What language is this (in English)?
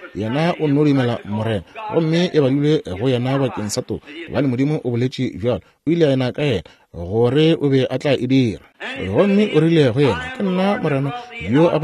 Northern Sotho